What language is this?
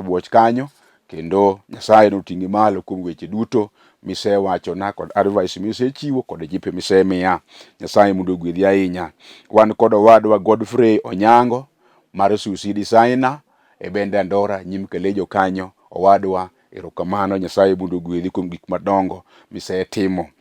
Luo (Kenya and Tanzania)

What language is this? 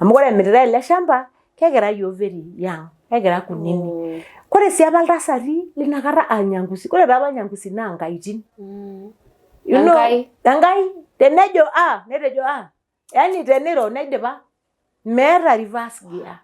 Masai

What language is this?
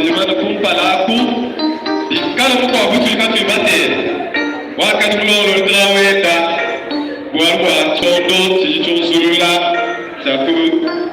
Luba-Lulua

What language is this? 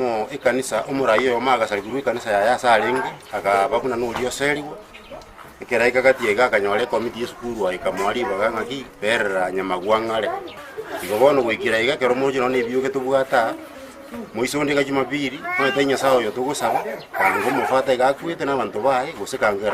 Gusii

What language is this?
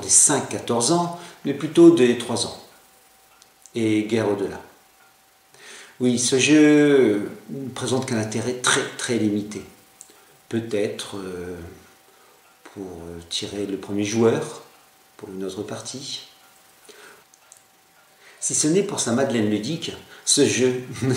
French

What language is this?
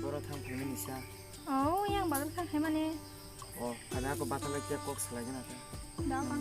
Kok Borok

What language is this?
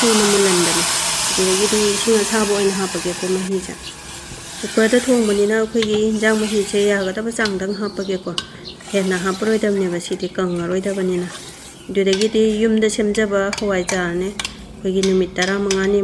Manipuri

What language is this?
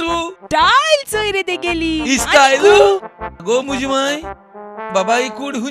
Konkani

